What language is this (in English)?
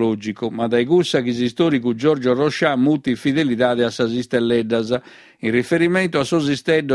Sardinian